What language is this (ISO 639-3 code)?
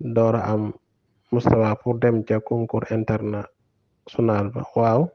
wol